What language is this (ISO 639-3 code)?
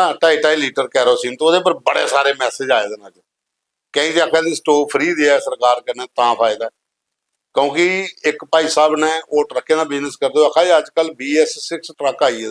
doi